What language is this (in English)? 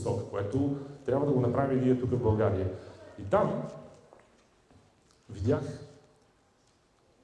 Bulgarian